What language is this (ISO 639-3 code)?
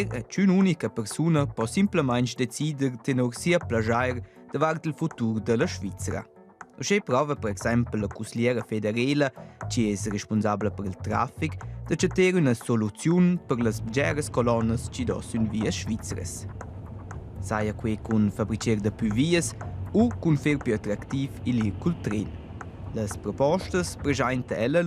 roh